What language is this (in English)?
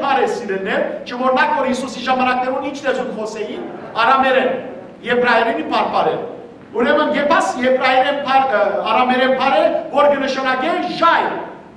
Western Armenian